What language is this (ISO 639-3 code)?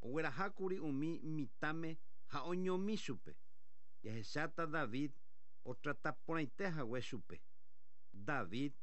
grn